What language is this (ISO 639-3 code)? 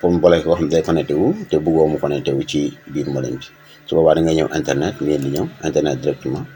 wol